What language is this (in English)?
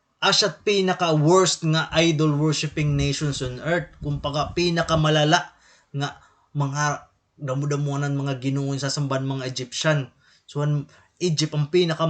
Waray